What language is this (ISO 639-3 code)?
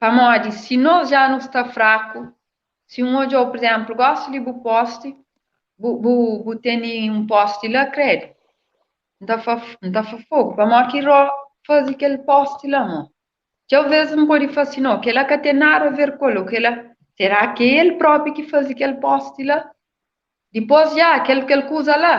kea